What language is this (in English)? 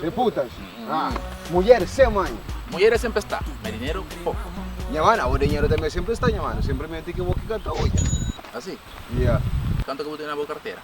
Kabuverdianu